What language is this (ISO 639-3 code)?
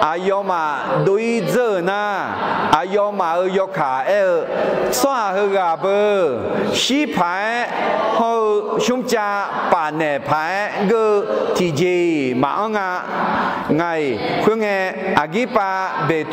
ahk